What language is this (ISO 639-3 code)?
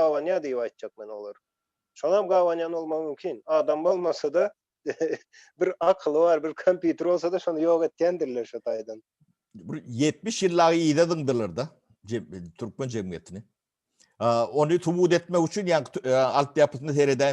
tuk